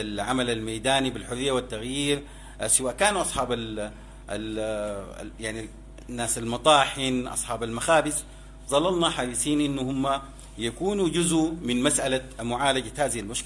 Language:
Sudanese Arabic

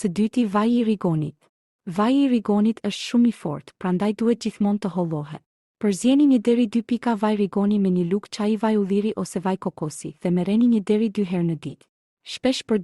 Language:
Albanian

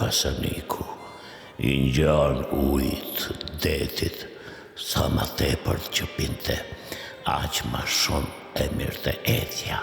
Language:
Albanian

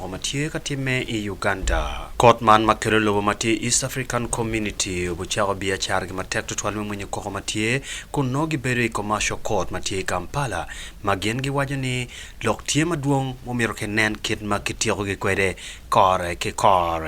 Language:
Acoli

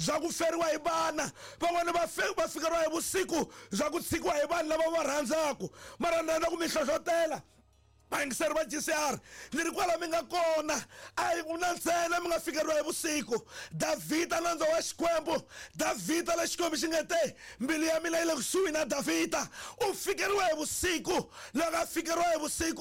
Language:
Tsonga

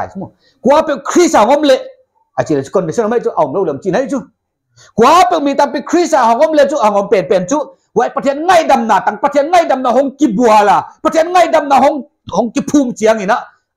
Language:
Paite Chin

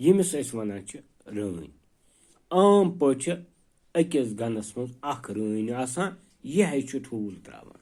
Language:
Kashmiri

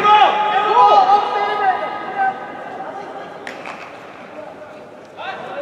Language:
Norwegian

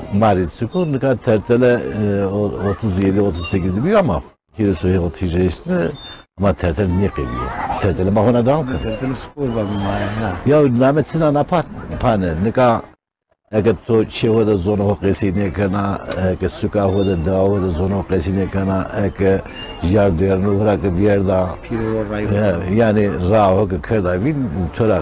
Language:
Zaza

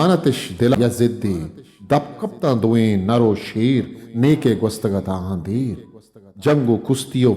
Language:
Eastern Balochi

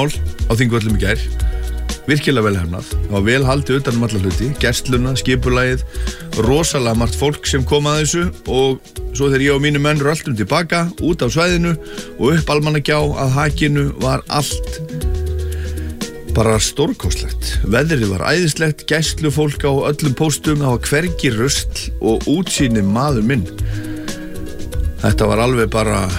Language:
Icelandic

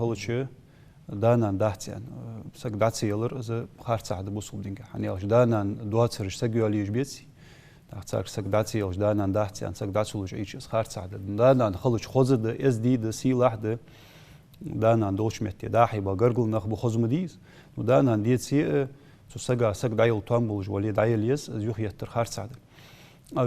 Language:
Ingush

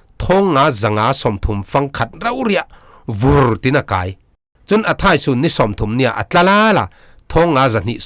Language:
Falam Chin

